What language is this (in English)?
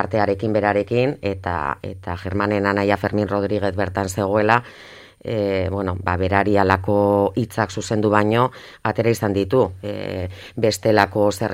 Basque